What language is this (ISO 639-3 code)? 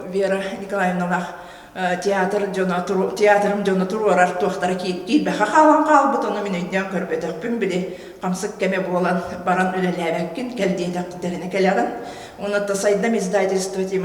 sah